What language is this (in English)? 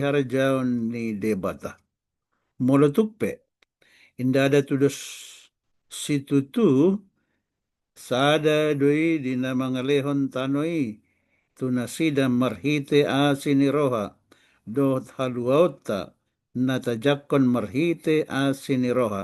Batak Toba